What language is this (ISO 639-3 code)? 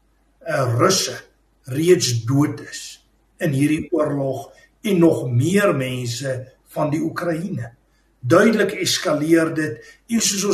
afr